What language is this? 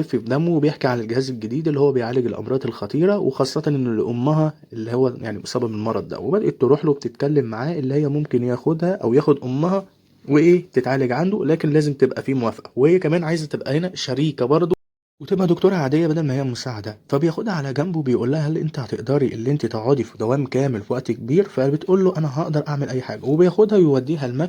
Egyptian Arabic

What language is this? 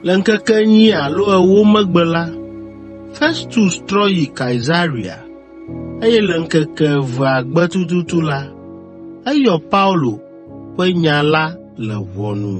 Ewe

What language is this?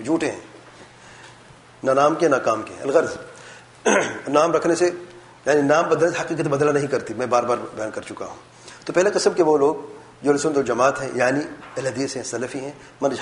Urdu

